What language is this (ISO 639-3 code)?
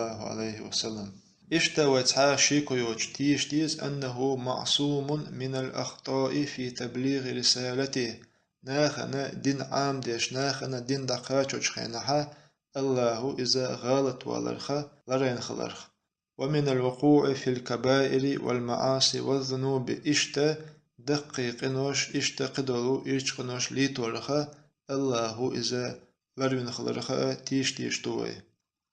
che